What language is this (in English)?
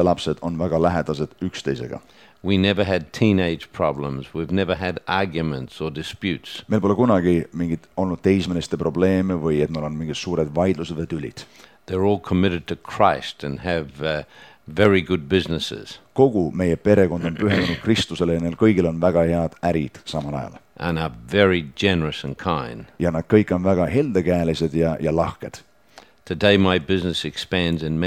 Estonian